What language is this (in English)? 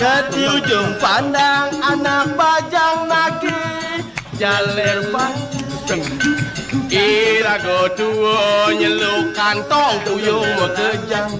Balinese